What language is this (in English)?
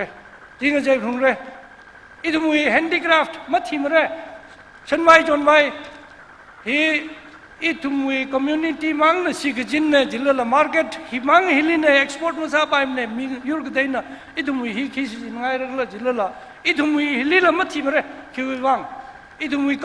Tangkhul Naga (India)